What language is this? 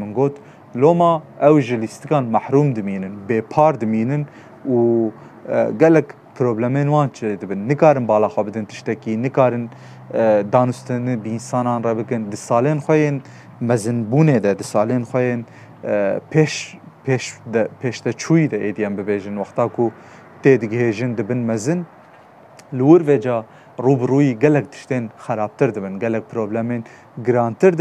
Kurdish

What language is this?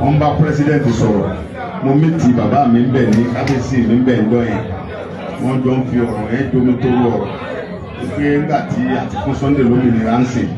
Yoruba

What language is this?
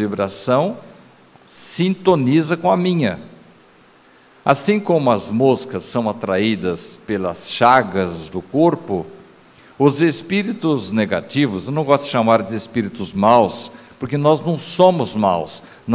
Portuguese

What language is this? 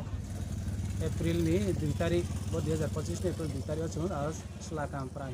Riang (India)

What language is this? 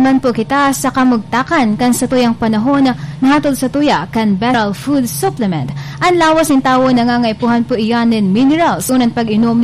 Bikol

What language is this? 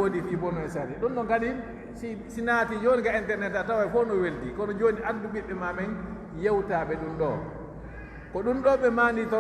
Pular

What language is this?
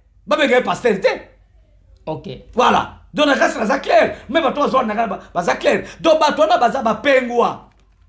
Lingala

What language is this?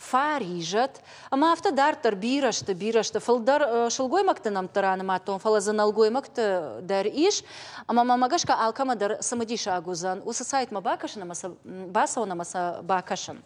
Ossetic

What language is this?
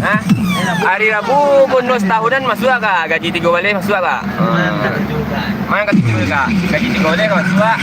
Minangkabau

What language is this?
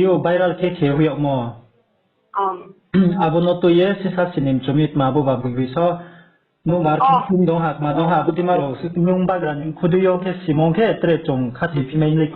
Riang (India)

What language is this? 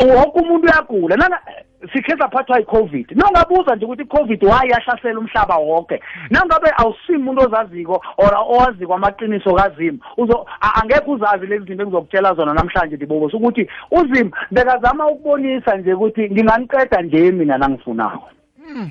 South Ndebele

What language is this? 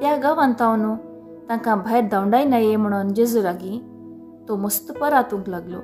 Konkani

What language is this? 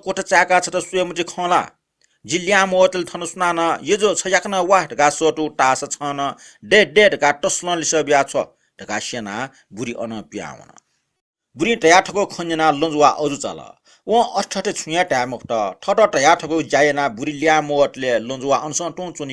Newari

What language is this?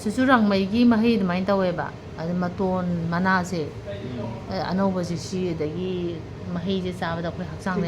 Manipuri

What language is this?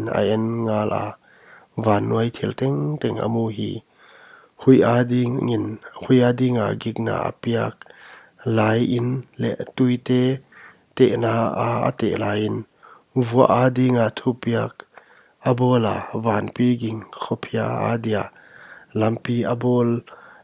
Paite Chin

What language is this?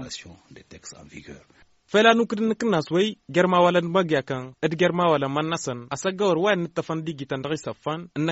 Hausa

